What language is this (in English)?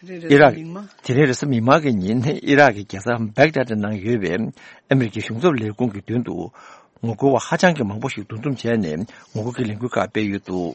Tibetan